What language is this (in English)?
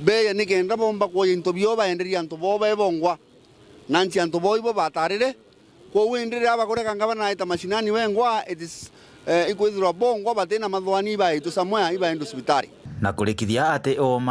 Meru